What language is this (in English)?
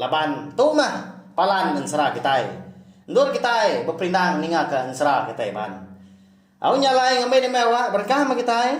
Iban